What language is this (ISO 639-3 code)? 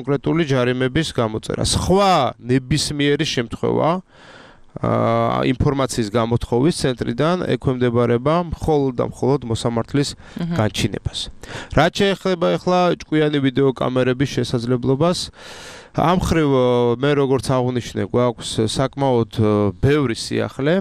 kat